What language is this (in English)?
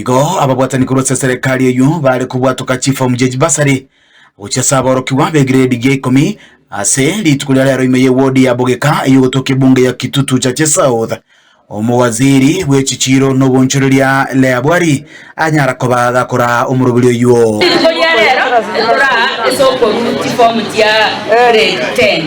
Gusii